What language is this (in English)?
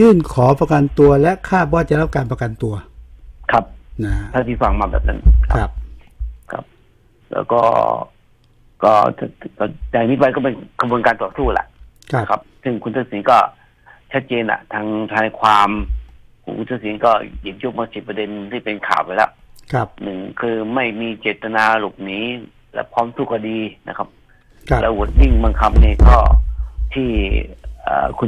Thai